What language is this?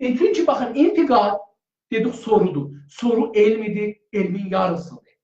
South Azerbaijani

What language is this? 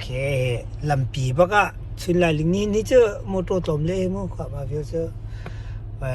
Hakha Chin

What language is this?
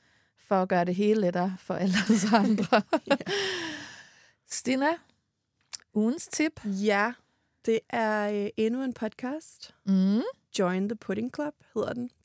Danish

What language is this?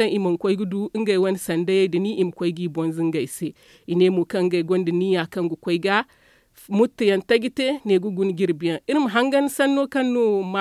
Zarma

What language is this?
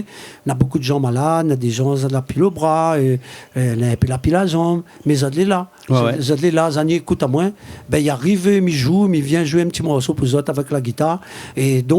Réunion Creole French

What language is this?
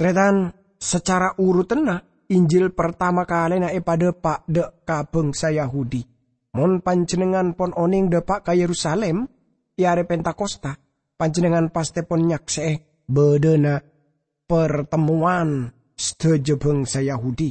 Madurese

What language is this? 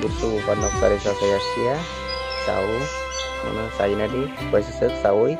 Kok Borok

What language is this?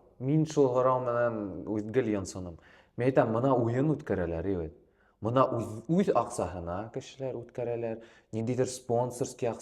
Bashkir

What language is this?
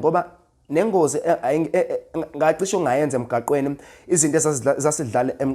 Zulu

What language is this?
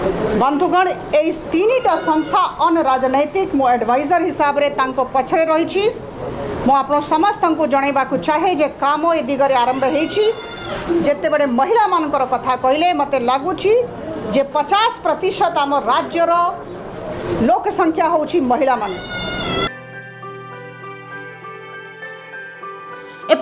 Odia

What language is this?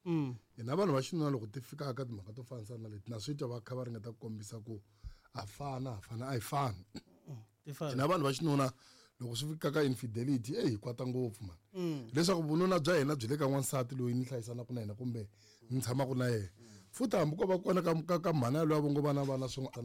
Tsonga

